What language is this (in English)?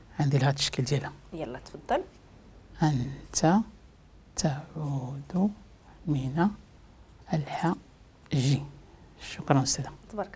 Moroccan Arabic